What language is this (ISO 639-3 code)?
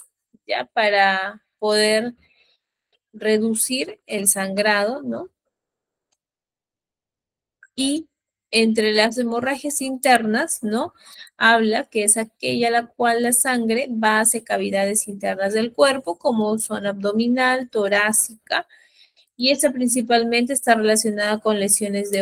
spa